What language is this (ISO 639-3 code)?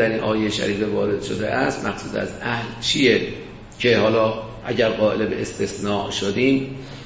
fas